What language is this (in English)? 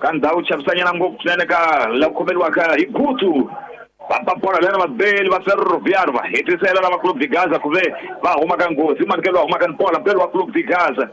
Tsonga